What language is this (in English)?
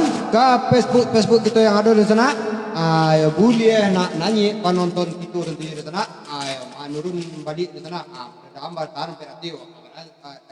Minangkabau